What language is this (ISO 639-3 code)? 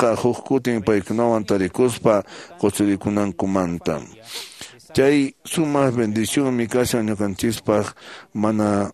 que